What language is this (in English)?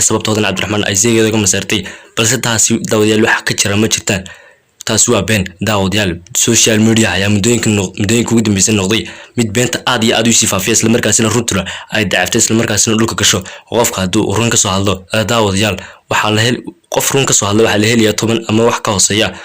Somali